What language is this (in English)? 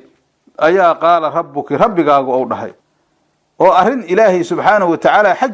Somali